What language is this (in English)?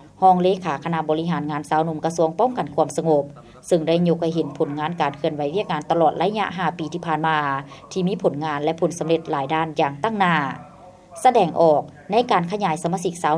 Lao